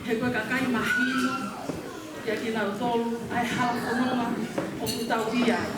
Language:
Tongan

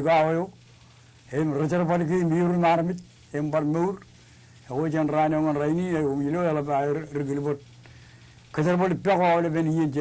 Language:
Marshallese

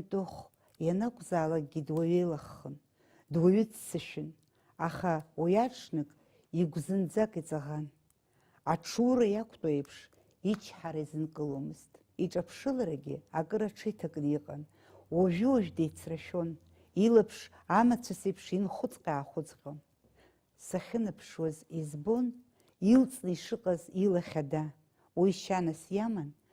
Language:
Abkhazian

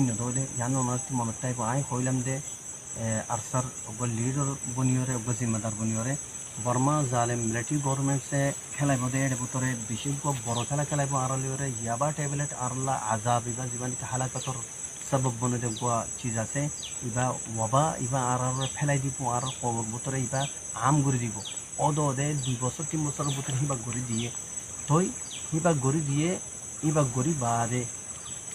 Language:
Rohingya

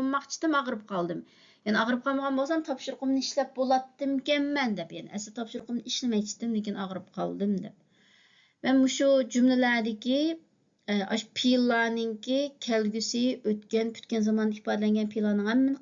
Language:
Uyghur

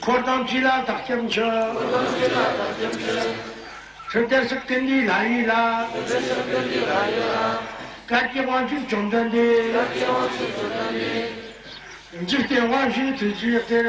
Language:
Amdo Tibetan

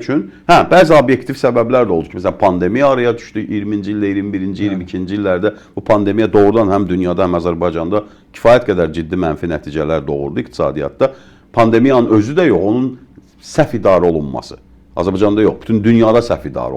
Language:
Azerbaijani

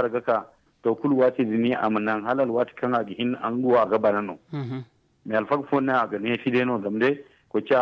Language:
Zarma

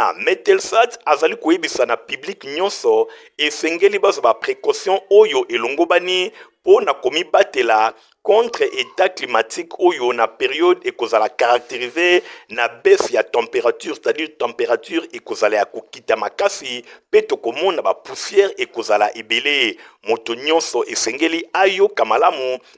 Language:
Lingala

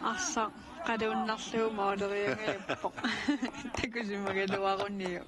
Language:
Kalaallisut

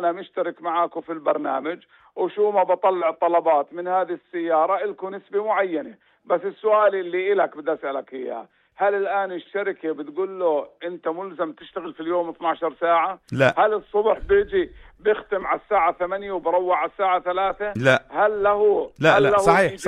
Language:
North Levantine Arabic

